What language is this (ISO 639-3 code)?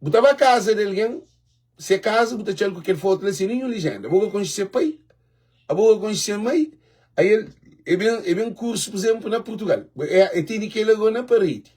kea